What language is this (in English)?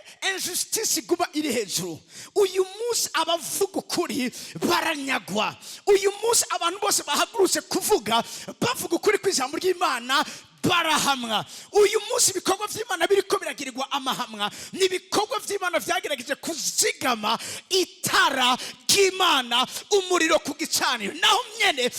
Rundi